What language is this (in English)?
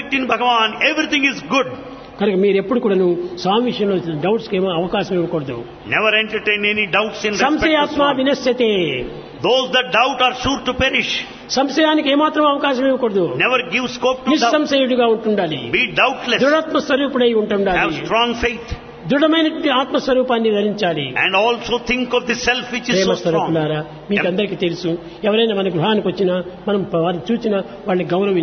Telugu